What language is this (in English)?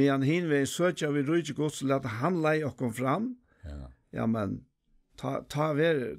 Faroese